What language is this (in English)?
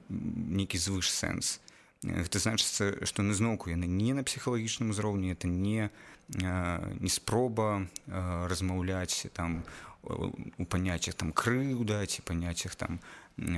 Belarusian